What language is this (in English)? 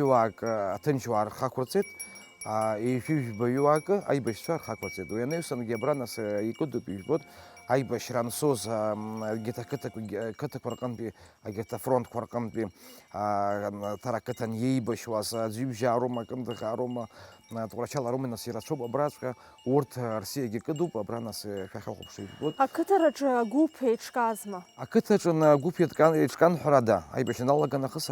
Abkhazian